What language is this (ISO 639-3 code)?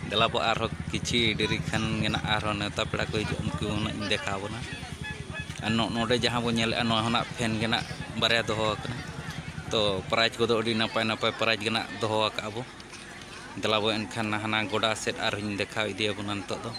sat